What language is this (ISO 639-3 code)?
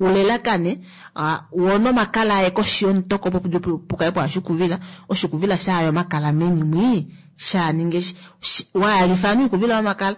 kua